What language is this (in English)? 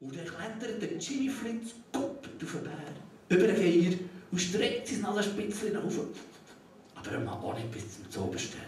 Swiss German